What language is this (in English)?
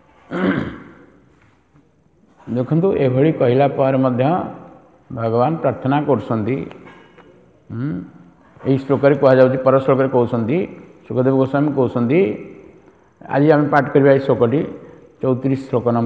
Odia